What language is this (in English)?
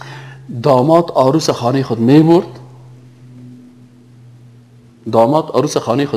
Persian